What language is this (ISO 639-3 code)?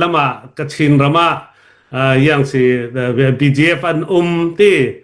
cnh